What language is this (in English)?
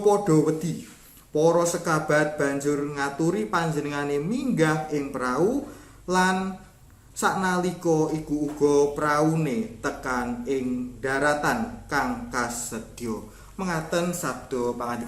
Javanese